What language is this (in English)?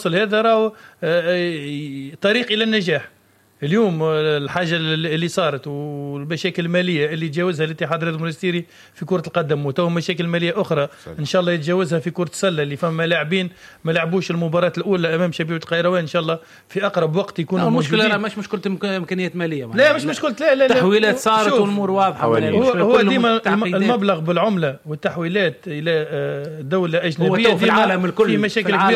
Tunisian Arabic